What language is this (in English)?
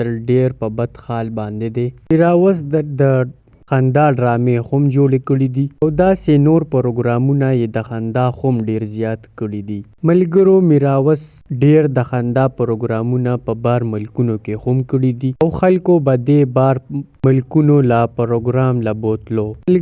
Pashto